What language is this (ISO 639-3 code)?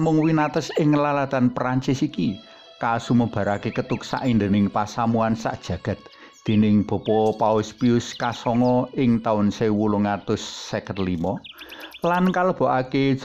jav